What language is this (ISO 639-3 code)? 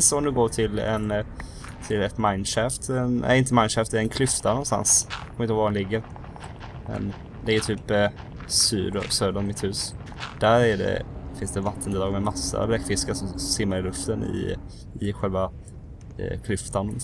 swe